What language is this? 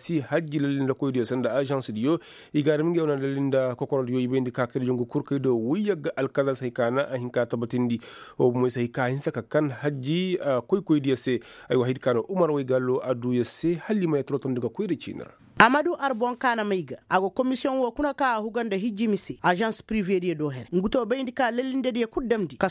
Koyraboro Senni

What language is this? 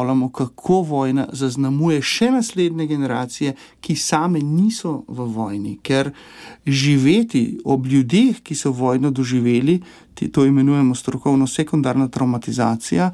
Slovenian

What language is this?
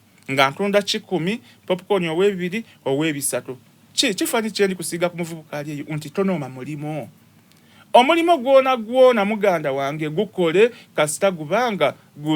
Soga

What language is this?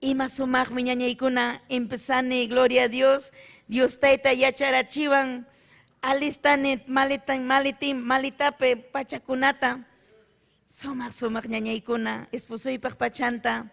Ayacucho Quechua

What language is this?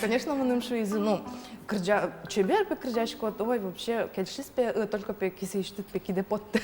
Udmurt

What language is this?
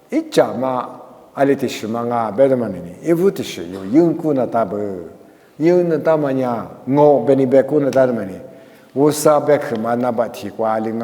Lisu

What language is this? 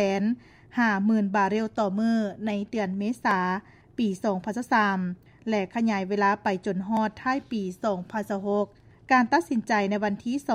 Lao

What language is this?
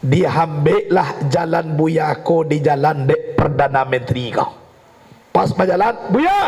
Minangkabau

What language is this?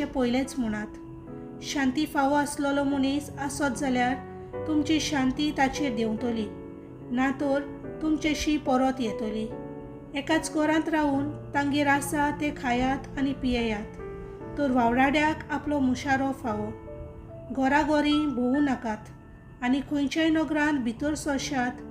Konkani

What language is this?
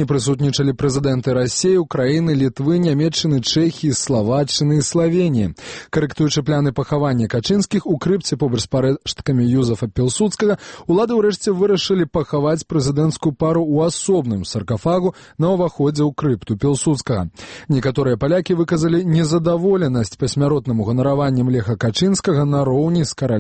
Belarusian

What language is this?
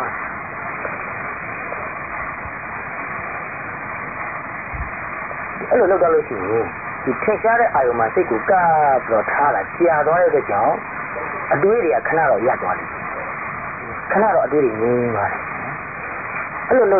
Burmese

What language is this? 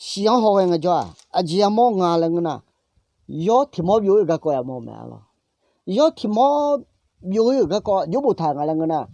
Akha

